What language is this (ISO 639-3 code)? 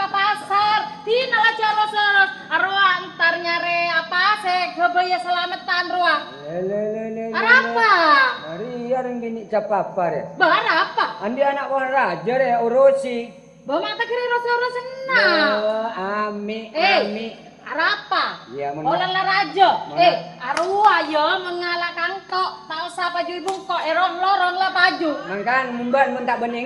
mad